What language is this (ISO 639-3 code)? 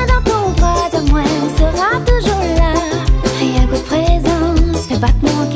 rcf